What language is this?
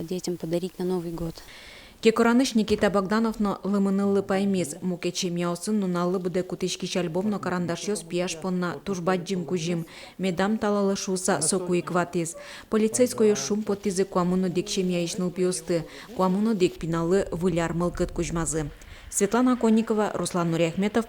Udmurt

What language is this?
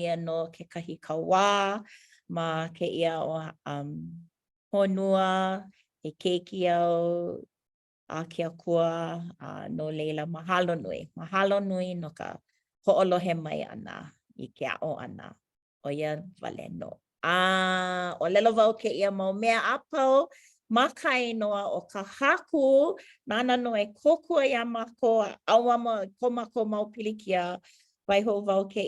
Hawaiian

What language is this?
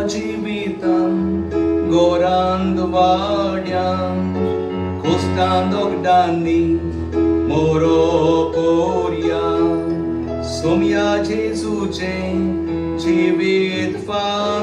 Konkani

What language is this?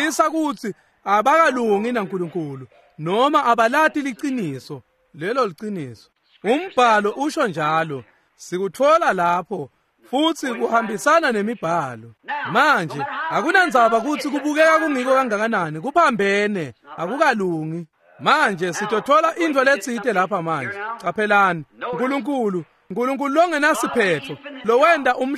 Swati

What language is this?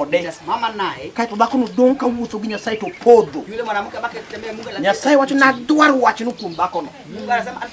Luo (Kenya and Tanzania)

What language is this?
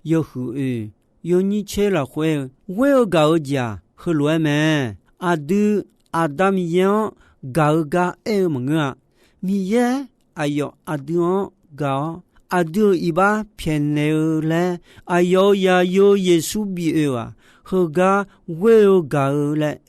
Akha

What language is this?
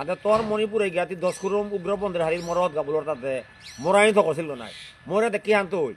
Bishnupriya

